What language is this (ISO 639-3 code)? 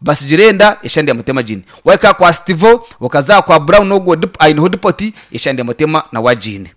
nyn